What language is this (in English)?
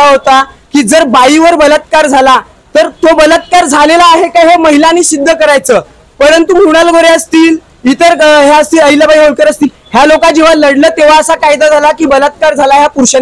Marathi